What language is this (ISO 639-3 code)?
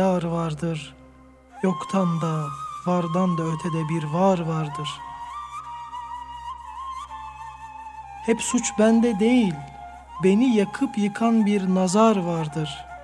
tur